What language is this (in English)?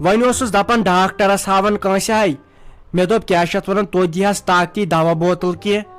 Kashmiri